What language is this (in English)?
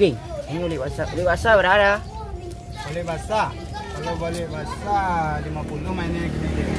Minangkabau